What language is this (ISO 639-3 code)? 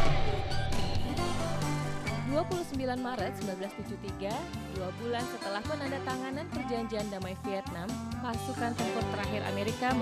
ind